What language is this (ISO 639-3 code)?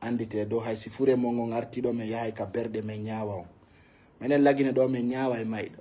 ful